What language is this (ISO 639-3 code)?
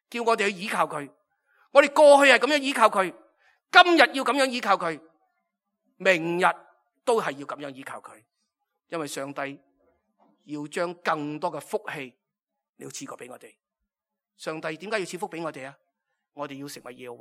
yue